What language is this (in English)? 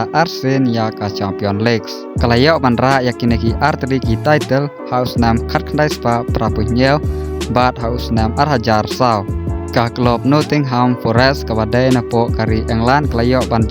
Khasi